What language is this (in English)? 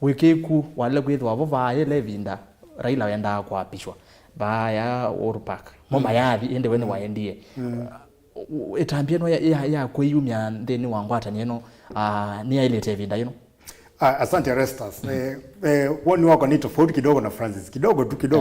Kamba